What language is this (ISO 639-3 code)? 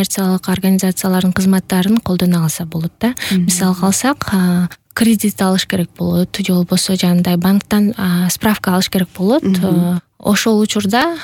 kir